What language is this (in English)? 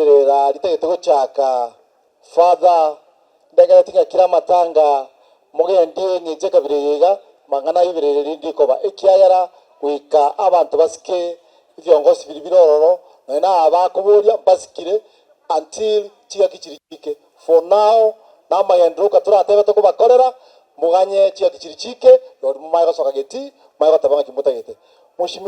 Gusii